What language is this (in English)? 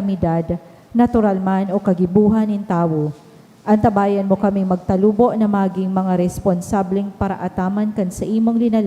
Bikol